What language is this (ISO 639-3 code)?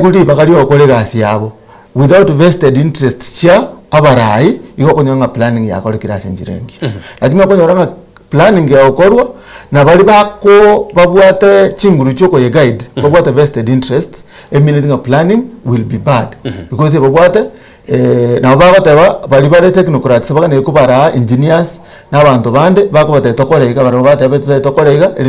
guz